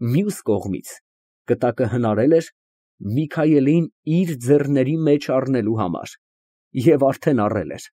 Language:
Armenian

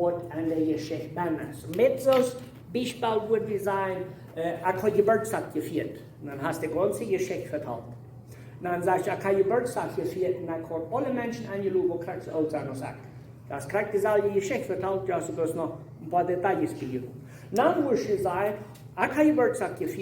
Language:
Plautdietsch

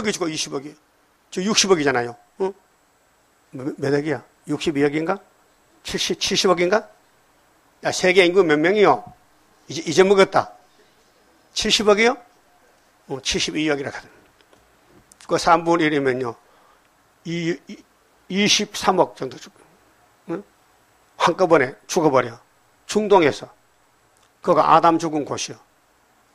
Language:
Korean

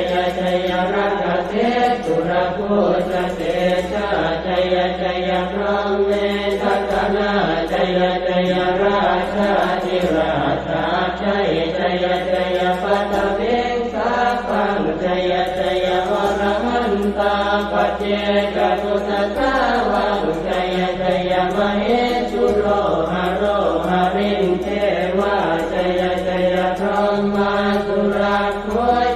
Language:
Pali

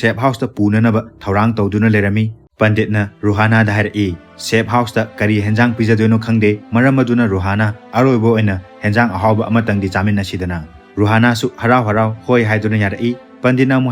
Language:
Manipuri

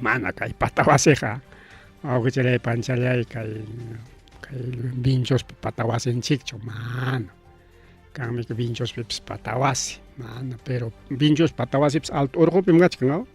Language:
Ayacucho Quechua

